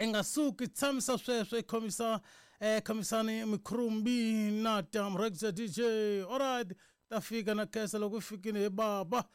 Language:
Tsonga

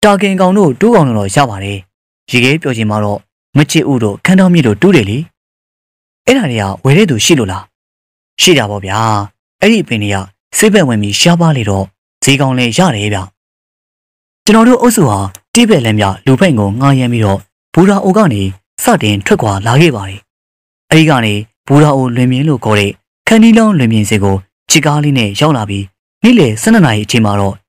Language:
Burmese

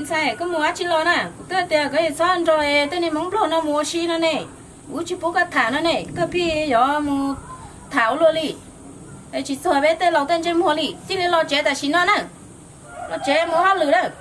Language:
Hmong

